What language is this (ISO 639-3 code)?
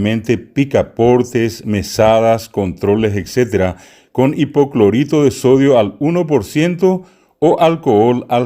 grn